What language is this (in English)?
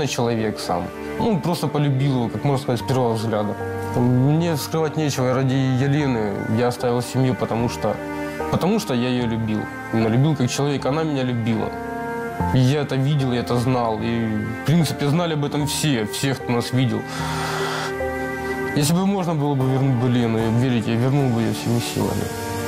Russian